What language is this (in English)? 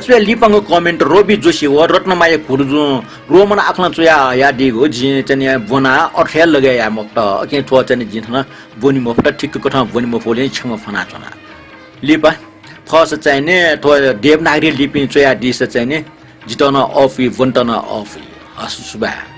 Newari